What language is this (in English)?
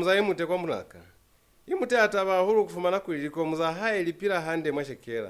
Lozi